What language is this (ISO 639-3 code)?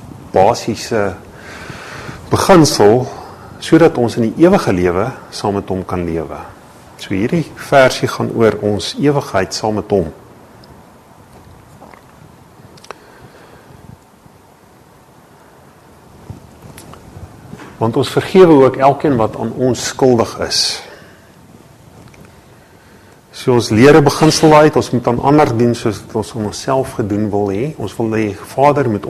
afr